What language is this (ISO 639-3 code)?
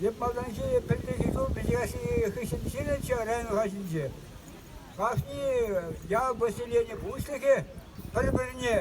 chv